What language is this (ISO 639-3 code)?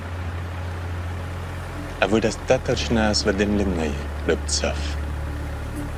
rus